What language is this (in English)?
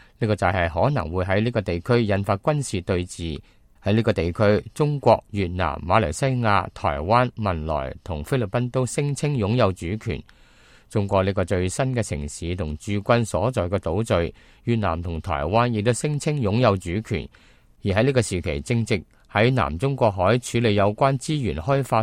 Cantonese